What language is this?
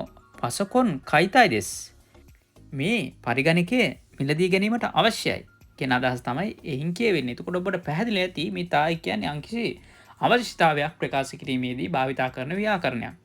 Sinhala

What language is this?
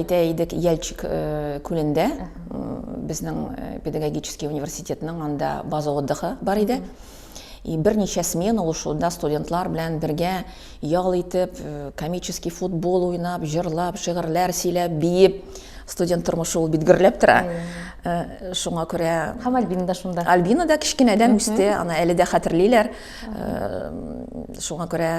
Tatar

